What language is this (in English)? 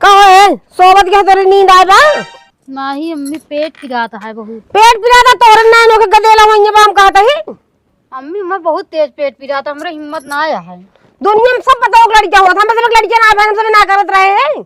Awadhi